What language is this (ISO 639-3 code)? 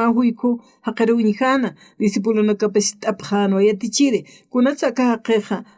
aym